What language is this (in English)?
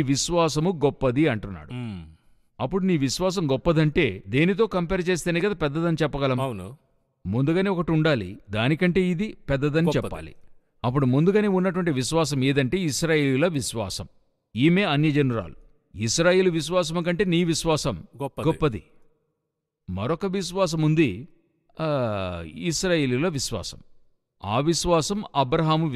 Telugu